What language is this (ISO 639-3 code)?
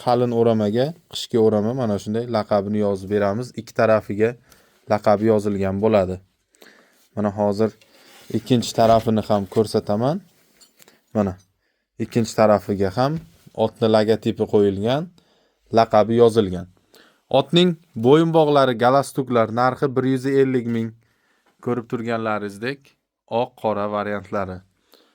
uzb